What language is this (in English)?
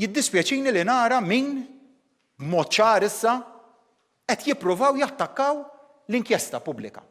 Maltese